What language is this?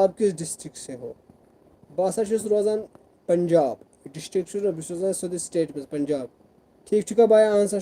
Kashmiri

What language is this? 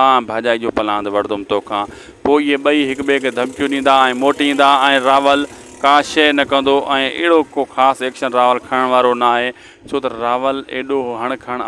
Sindhi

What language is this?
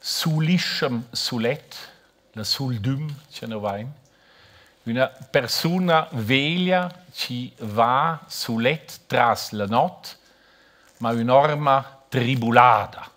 Romansh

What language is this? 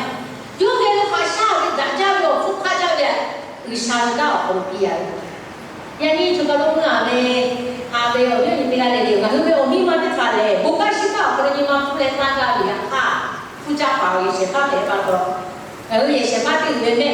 Lahu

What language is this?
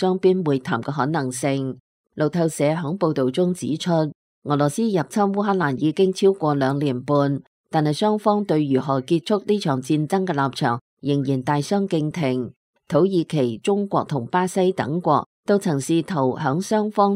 Cantonese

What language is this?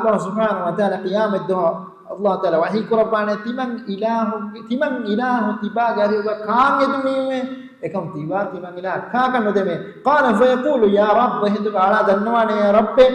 Divehi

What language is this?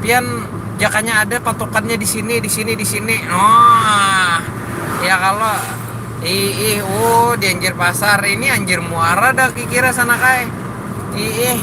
Banjar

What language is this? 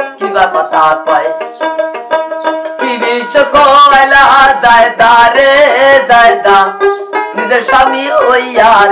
Bangla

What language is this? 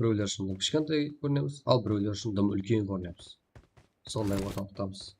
Kara-Kalpak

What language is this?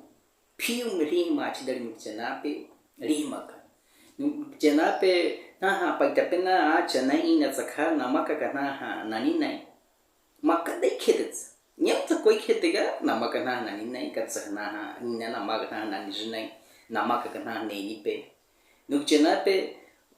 Baniwa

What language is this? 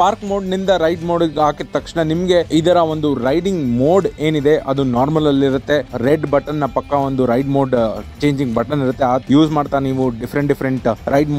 Kannada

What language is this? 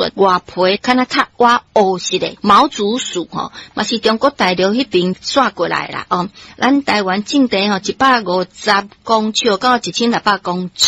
Min Nan Chinese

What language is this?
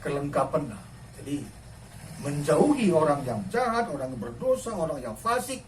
Batak Karo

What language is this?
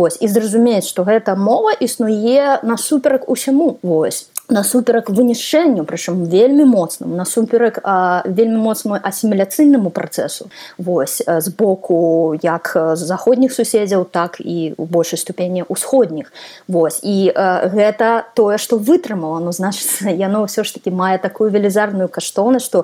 Belarusian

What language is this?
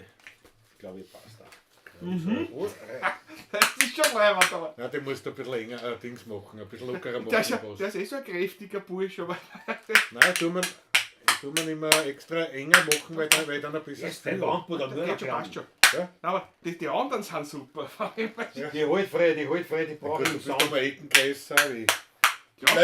Bavarian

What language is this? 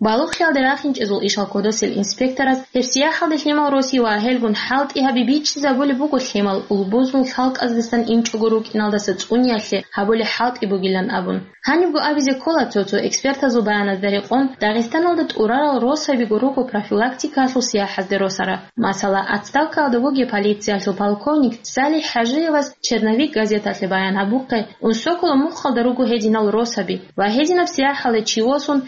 Avaric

